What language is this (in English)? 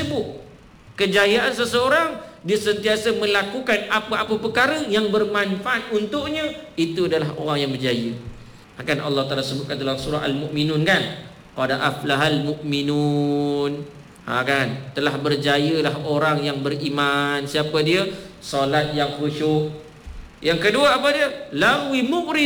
Malay